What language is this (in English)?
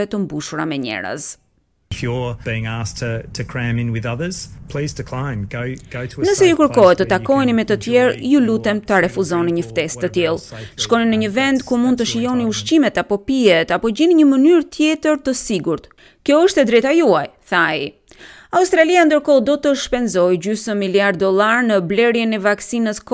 Albanian